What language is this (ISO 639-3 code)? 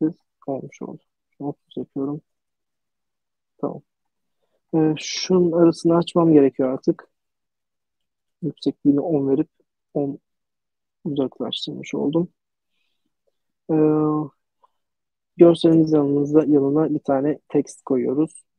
tur